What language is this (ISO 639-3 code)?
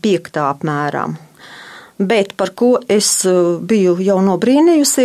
lav